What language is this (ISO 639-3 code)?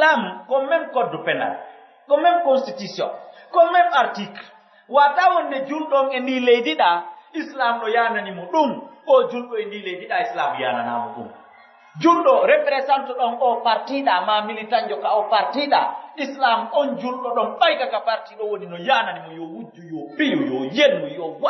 fuf